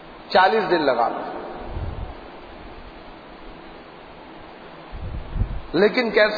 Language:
Urdu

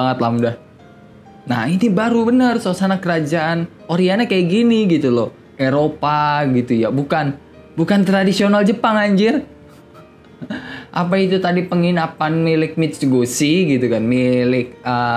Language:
Indonesian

